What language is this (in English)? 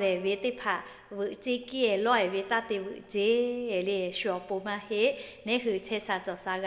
Lahu